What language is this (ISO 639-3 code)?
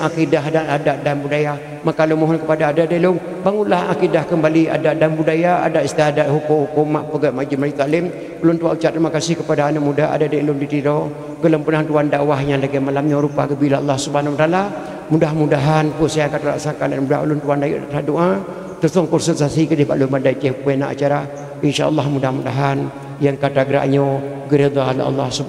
ace